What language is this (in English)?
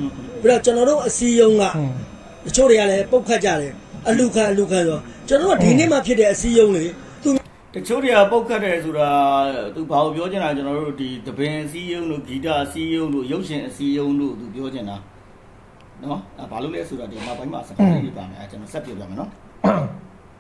Burmese